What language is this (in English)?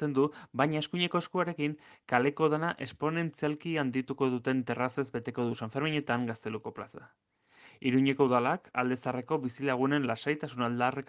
Basque